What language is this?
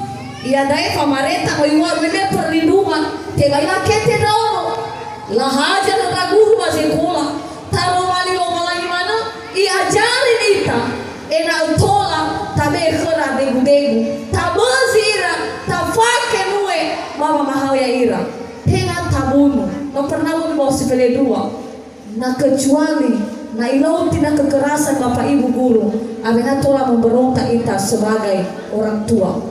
Nias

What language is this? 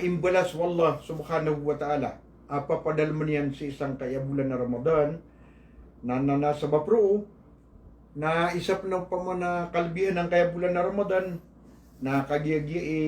Maranao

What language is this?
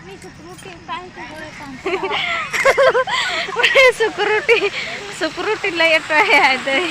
Santali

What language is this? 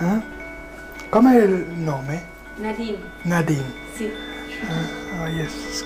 Romansh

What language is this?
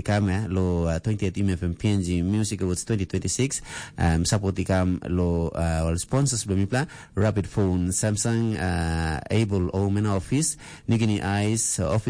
Tok Pisin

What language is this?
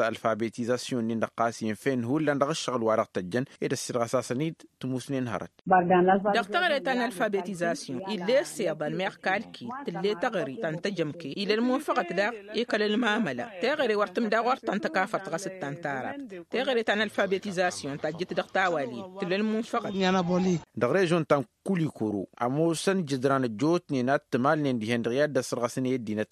Tamasheq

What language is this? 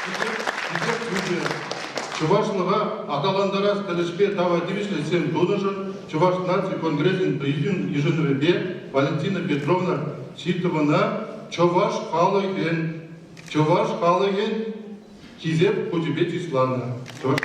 Chuvash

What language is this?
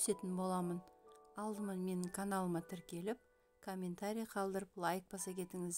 Kazakh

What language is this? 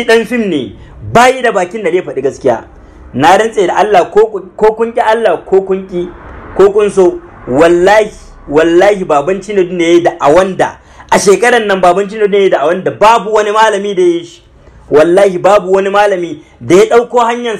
Hausa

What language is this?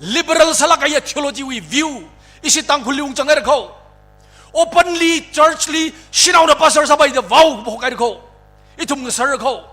Tangkhul Naga (India)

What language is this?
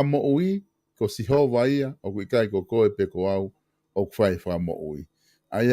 Tongan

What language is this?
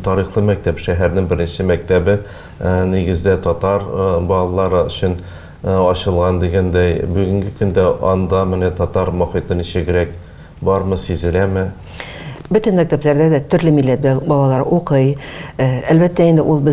Tatar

